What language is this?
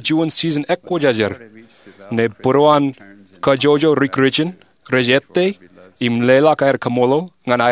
Marshallese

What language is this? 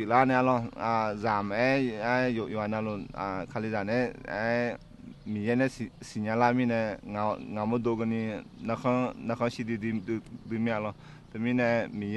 Akha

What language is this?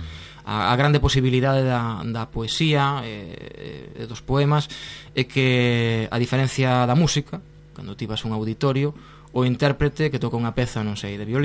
Galician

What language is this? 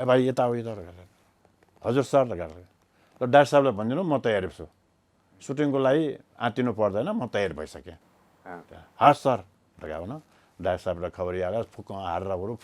Newari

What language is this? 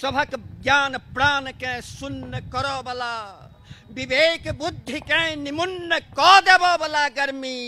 Maithili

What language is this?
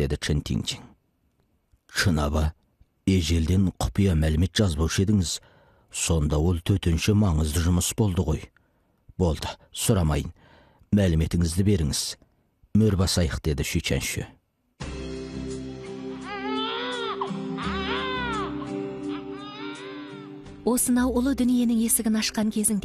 Kazakh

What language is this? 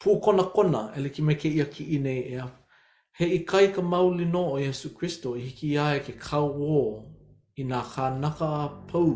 Hawaiian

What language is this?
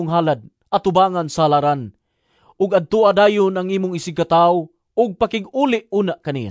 Cebuano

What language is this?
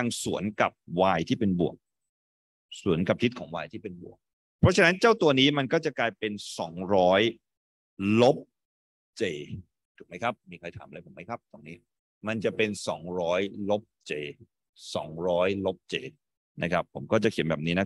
Thai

